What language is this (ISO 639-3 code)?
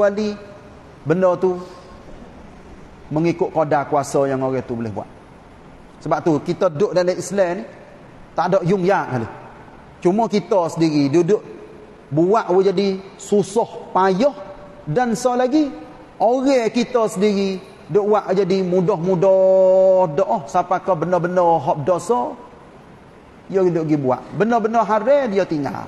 msa